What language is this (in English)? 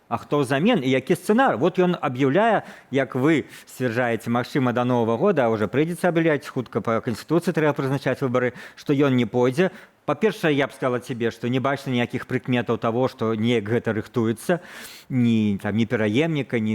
Belarusian